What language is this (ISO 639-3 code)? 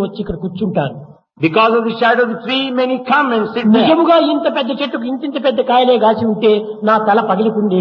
tel